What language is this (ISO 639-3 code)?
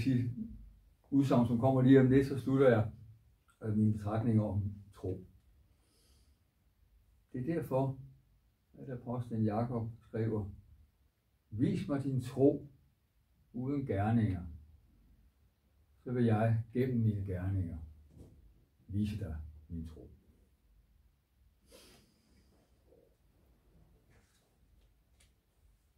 dan